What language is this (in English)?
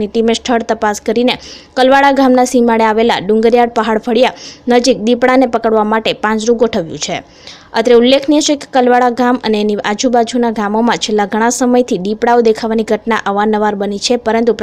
Gujarati